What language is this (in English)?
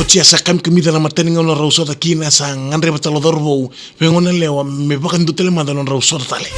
Fijian